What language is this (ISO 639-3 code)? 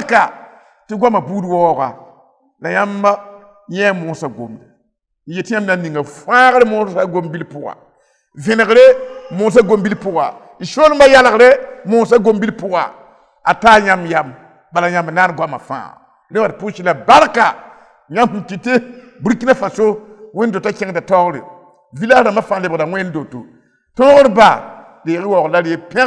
mos